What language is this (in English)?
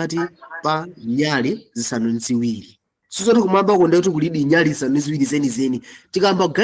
Nyanja